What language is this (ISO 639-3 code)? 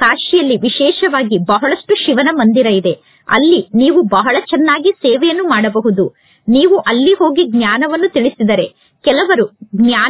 kan